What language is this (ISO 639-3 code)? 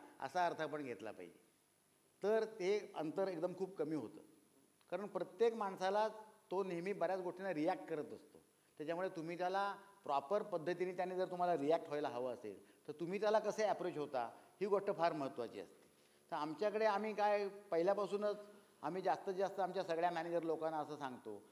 mar